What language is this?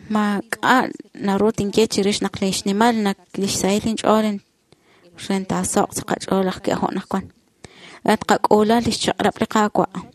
Kekchí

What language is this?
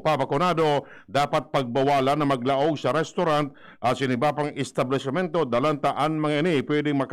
Bikol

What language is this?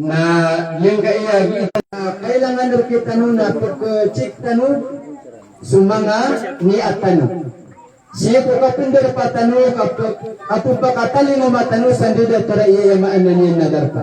Maranao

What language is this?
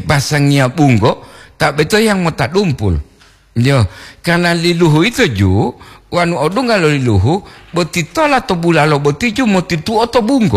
Gorontalo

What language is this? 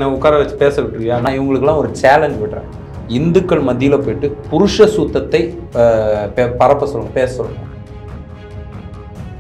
Tamil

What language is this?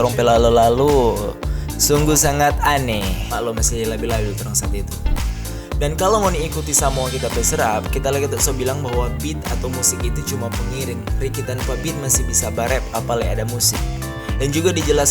Manado Malay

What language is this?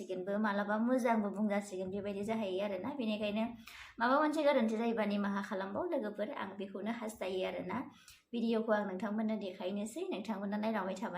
Bodo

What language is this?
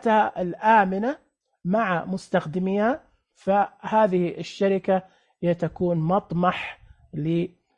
Najdi Arabic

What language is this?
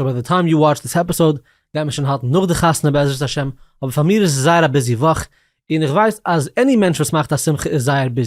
Yiddish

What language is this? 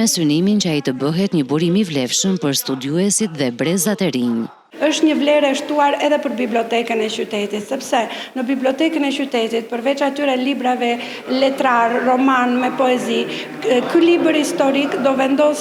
Albanian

